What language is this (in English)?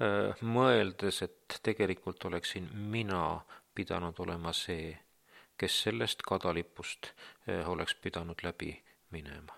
Estonian